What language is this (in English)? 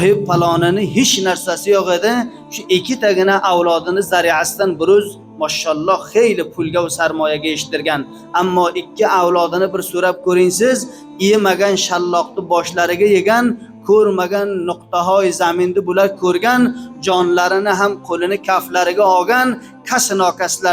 Uzbek